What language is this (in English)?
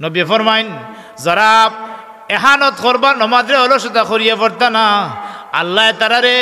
Sylheti